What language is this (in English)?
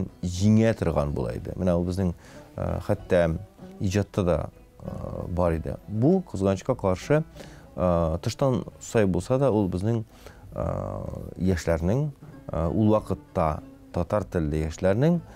Tatar